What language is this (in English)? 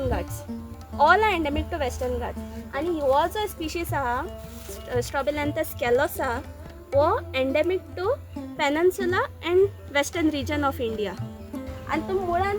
Konkani